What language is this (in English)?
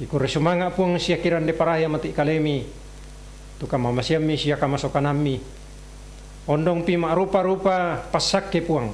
Toraja-Sa'dan